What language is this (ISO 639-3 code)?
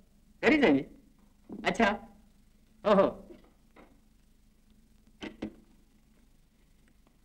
mar